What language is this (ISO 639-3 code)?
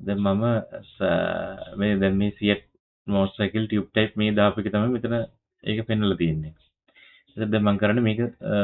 sin